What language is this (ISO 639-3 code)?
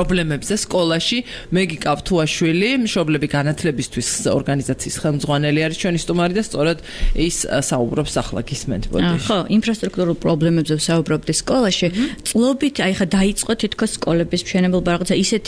kat